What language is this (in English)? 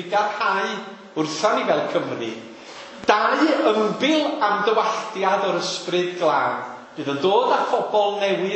Welsh